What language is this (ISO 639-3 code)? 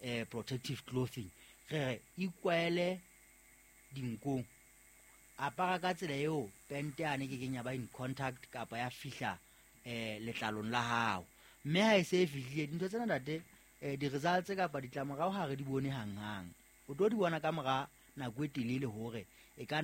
sot